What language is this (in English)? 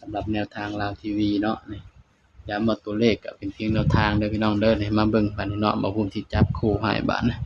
Northeastern Thai